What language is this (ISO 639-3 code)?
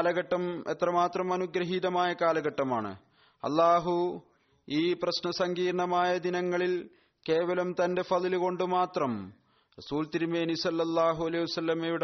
mal